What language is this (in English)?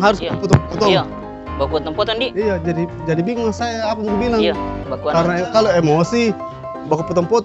Makassar Malay